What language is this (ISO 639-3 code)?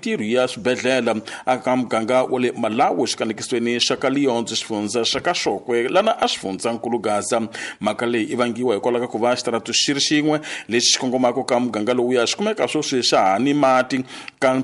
tso